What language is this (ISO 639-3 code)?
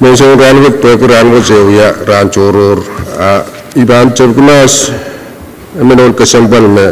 pon